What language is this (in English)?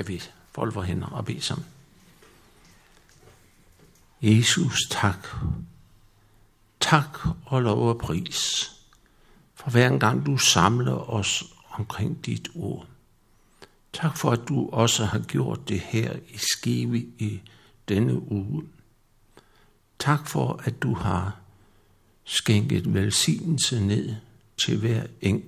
Danish